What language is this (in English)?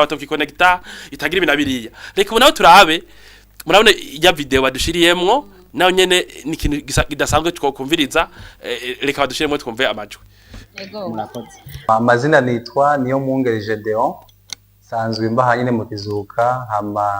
Rundi